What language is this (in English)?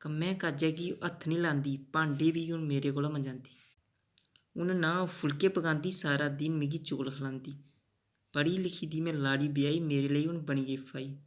Dogri